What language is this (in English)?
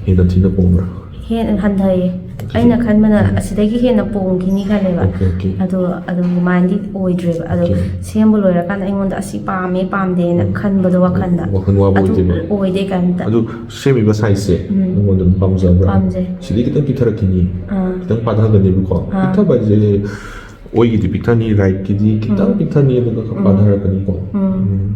Manipuri